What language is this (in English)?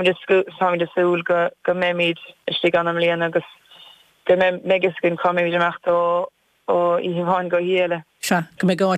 Irish